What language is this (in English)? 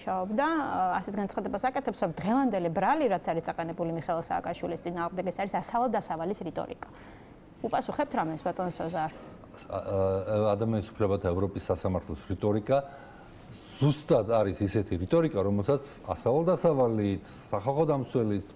Georgian